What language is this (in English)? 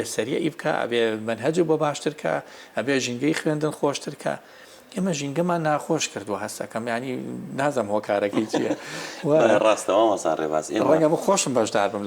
Central Kurdish